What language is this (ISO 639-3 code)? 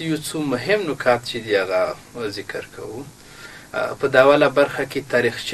pus